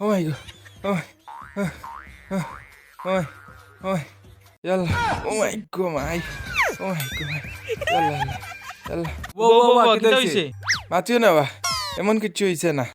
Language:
Sylheti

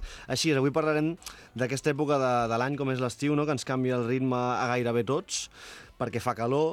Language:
Catalan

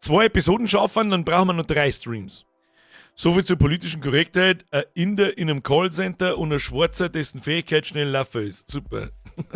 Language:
Bavarian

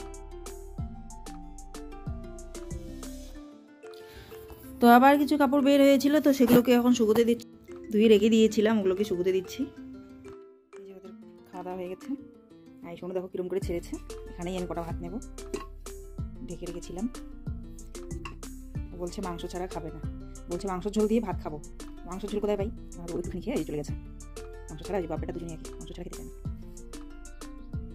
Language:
Bangla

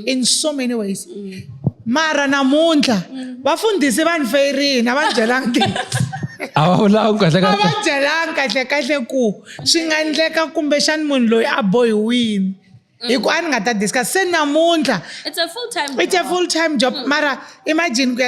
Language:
Tsonga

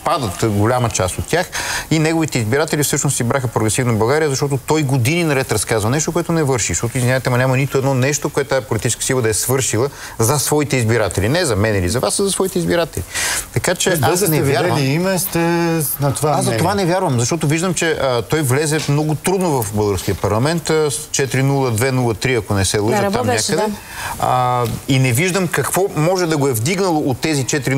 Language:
Bulgarian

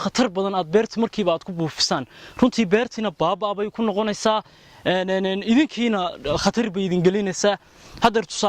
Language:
Somali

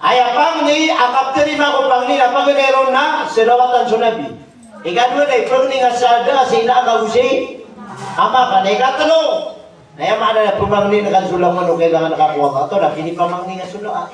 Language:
Maranao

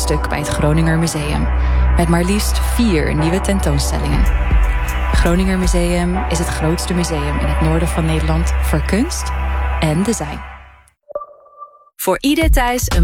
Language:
Dutch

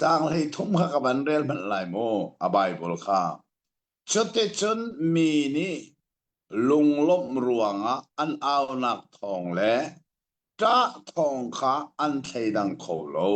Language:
Hakha Chin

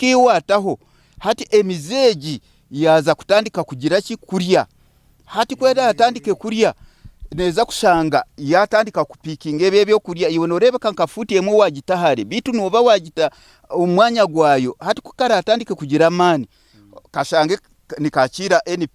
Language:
Nyankole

